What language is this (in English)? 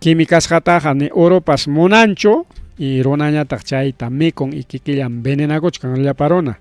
Ayacucho Quechua